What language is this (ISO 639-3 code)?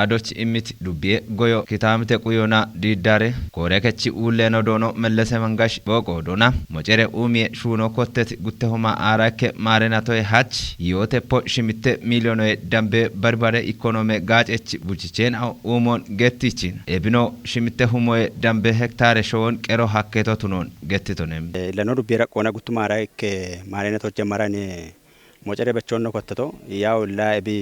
kbr